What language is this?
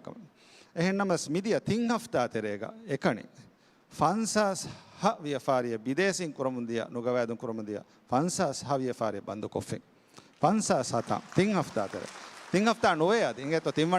Divehi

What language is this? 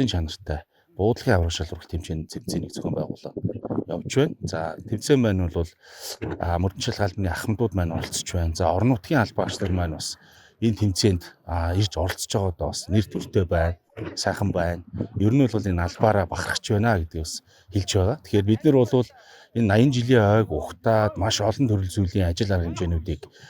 Mongolian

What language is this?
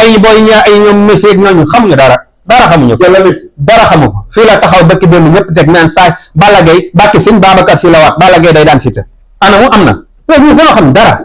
Wolof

